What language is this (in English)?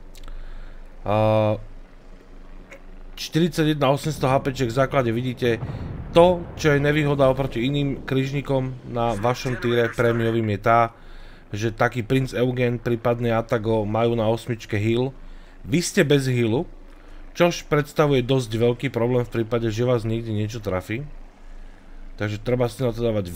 Slovak